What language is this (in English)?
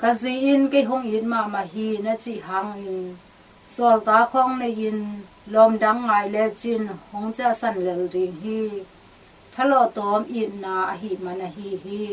Tedim Chin